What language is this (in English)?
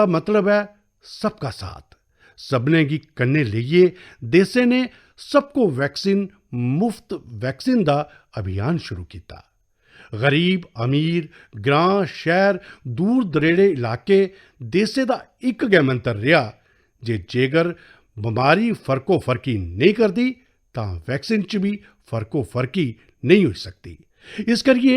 Dogri